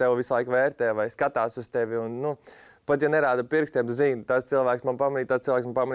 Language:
Latvian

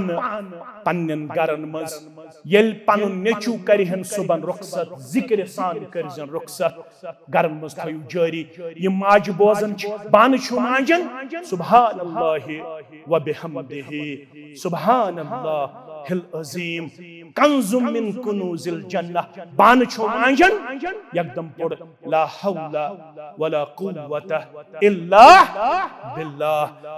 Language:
Kashmiri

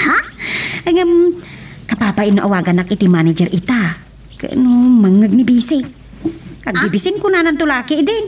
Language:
Iloko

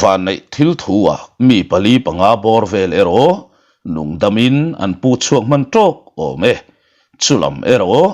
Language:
Mizo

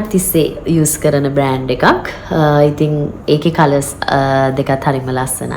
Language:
Sinhala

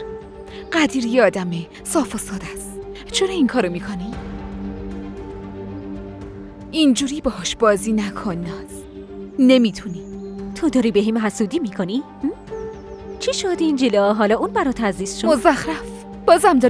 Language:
Persian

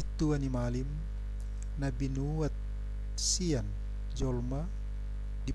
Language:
Batak Toba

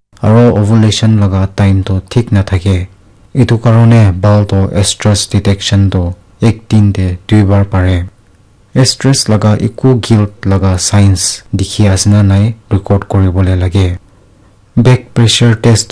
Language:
Naga Pidgin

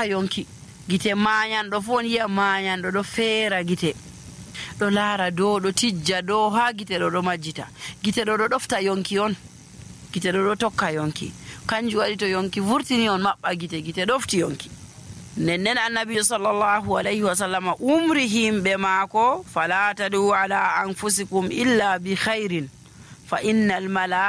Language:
Nigerian Fulfulde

